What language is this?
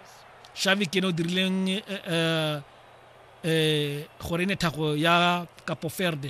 Tswana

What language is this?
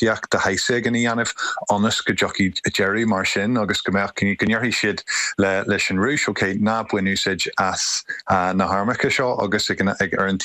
Irish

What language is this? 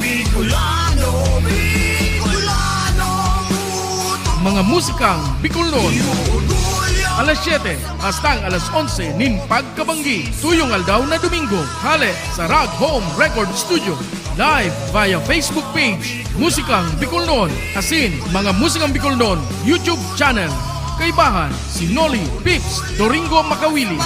Bikol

